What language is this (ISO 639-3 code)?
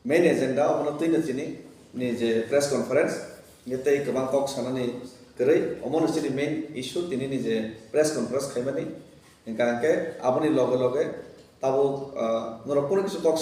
trp